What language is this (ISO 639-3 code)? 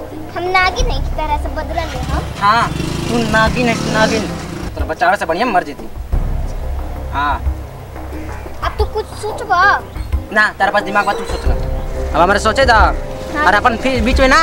bho